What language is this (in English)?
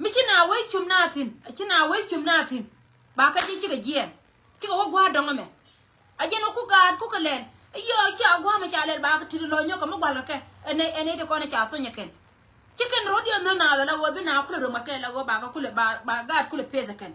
Nuer